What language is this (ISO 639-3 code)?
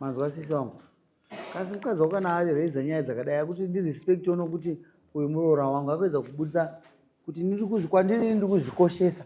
sna